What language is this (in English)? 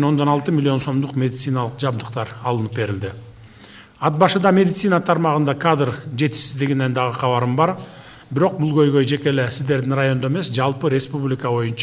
Kyrgyz